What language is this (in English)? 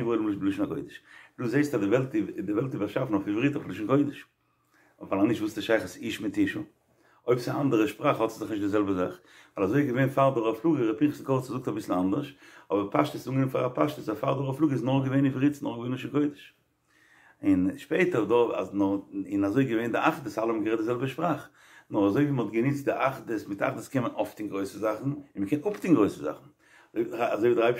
Yiddish